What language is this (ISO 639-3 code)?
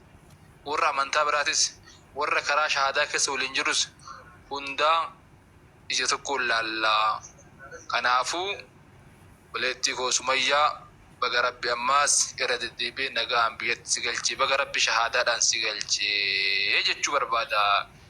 orm